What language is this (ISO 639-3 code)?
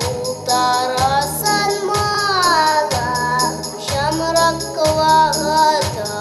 chv